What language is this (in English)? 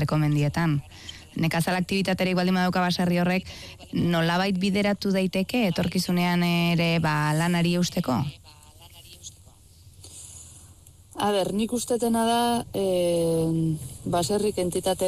Basque